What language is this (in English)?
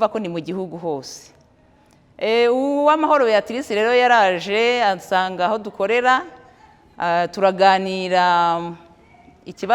Kinyarwanda